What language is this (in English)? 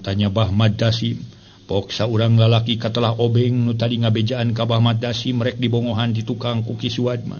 Sundanese